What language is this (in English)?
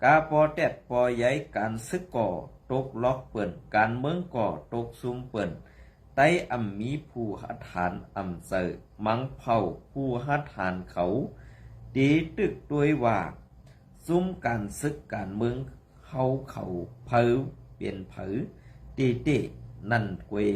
Shan